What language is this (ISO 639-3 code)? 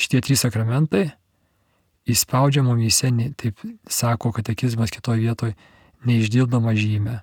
lit